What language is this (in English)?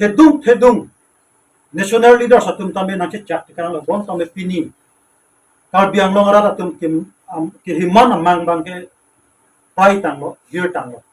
Karbi